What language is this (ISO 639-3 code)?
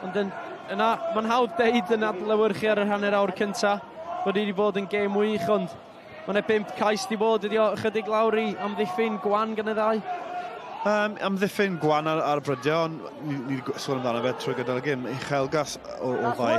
cym